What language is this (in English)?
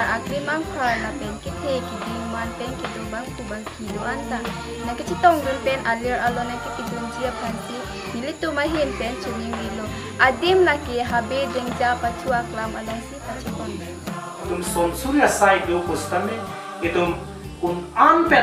Karbi